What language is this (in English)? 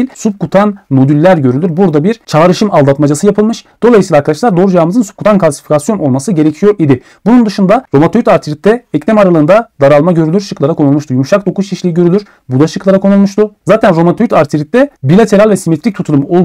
Turkish